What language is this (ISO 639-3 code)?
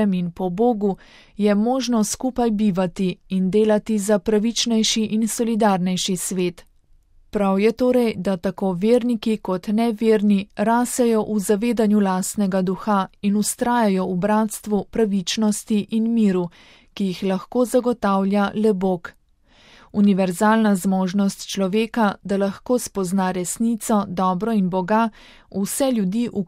slv